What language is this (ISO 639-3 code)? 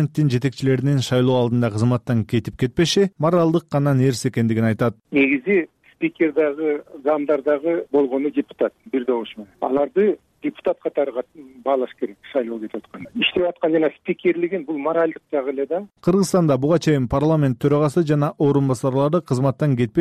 kir